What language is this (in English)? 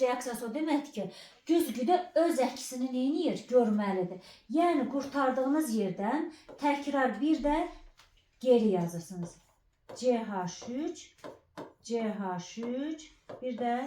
Azerbaijani